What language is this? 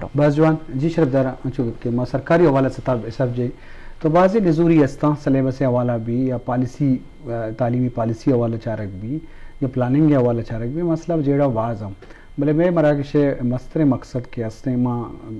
Eastern Balochi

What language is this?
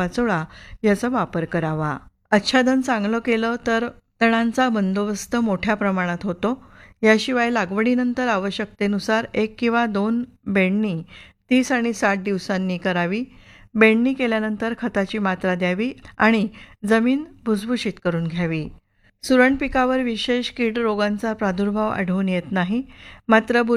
Marathi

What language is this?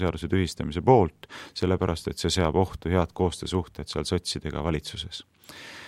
Estonian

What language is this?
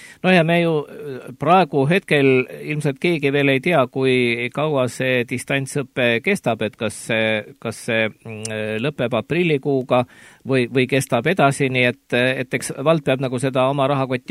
Estonian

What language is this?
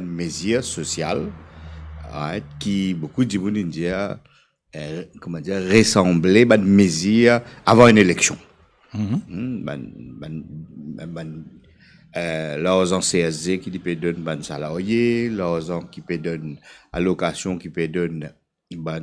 Morisyen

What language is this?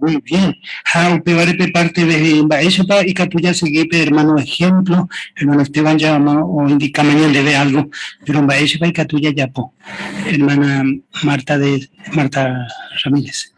Guarani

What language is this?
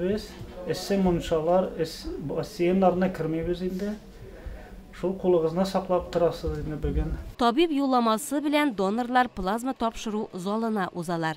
Tatar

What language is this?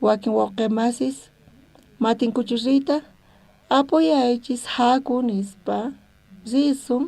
South Bolivian Quechua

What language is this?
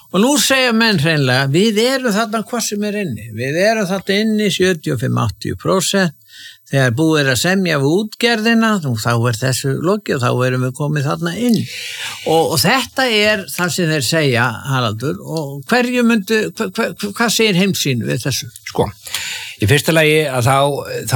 Icelandic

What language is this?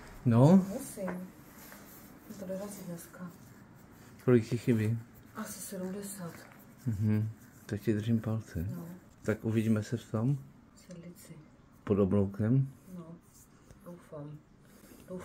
Czech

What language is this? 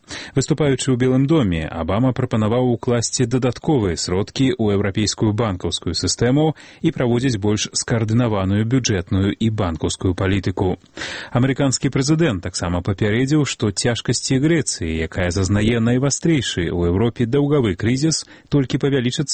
Belarusian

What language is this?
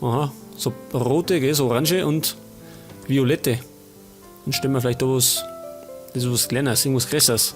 Bavarian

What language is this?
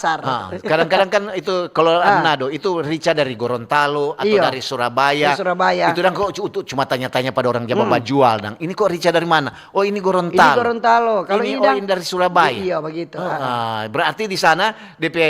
Manado Malay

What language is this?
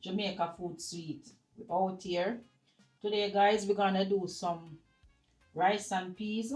Jamaican Creole English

